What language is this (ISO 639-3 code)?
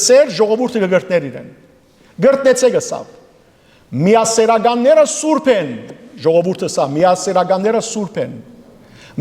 hyw